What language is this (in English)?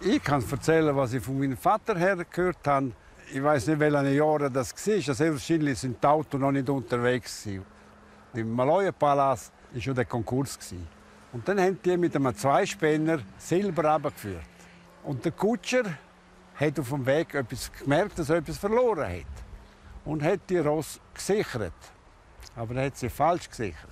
Romansh